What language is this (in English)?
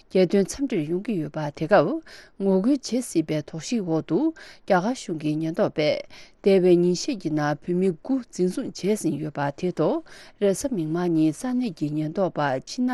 Tibetan